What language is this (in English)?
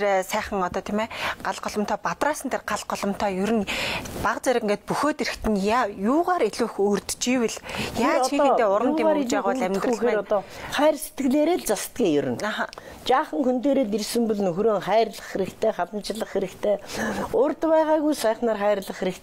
Mongolian